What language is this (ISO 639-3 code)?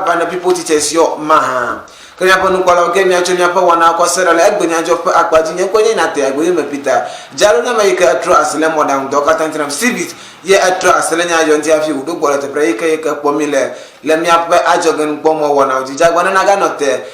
ewe